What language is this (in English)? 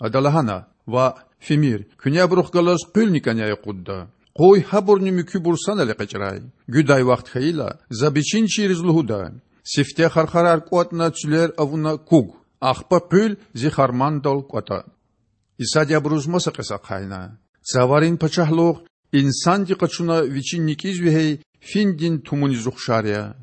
Lezghian